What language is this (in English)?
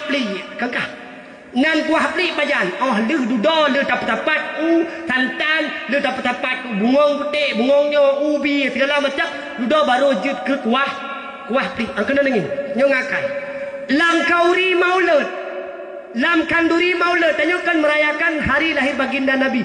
Achinese